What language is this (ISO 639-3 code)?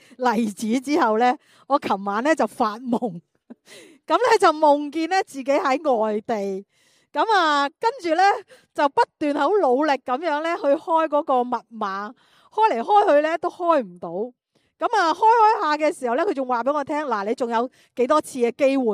yue